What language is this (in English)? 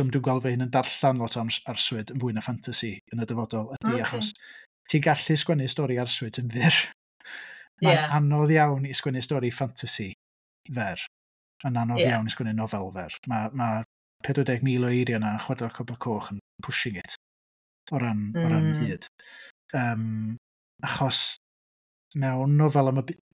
Welsh